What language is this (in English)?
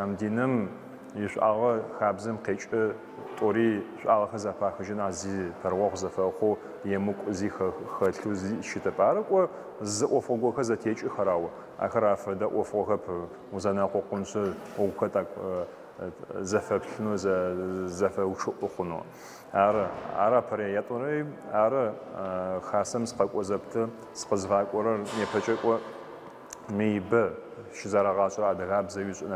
Adyghe